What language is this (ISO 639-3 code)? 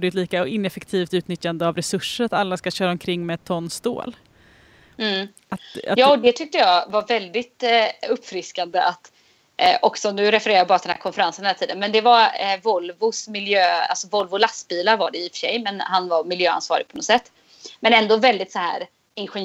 swe